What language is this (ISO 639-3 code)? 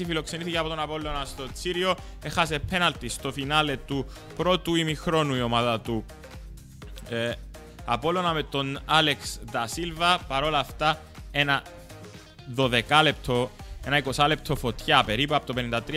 ell